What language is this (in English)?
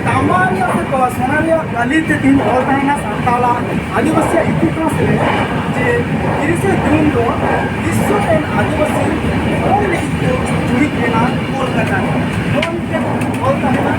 Santali